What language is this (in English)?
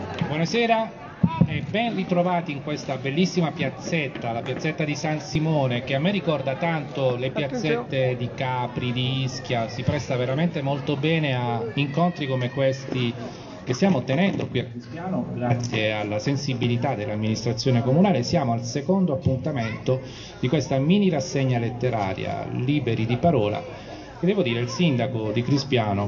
Italian